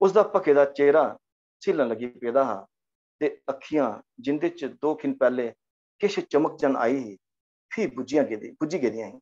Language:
Dogri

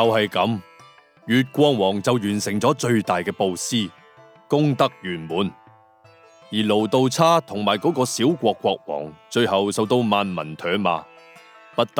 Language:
Cantonese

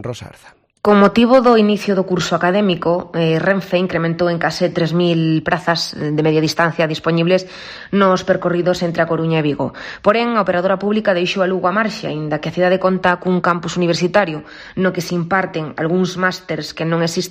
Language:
Galician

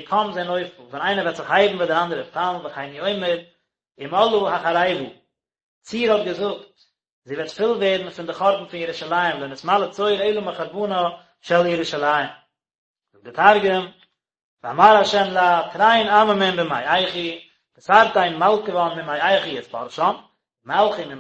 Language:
Yiddish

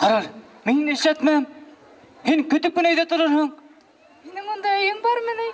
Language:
Bashkir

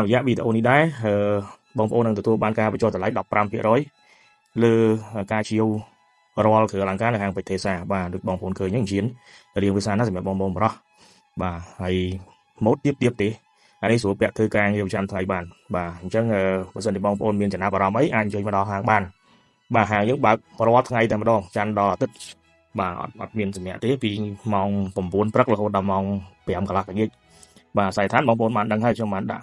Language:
Khmer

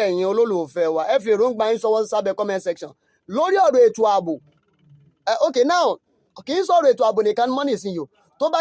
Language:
Yoruba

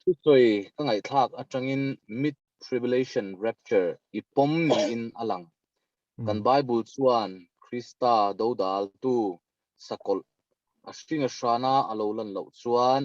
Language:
Mizo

